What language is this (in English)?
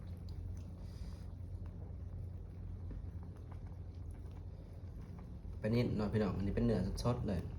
Lao